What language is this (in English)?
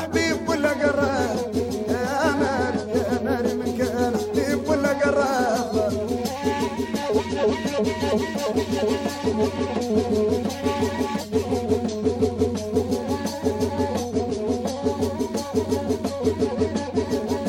Estonian